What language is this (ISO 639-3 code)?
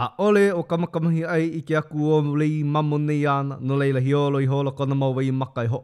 haw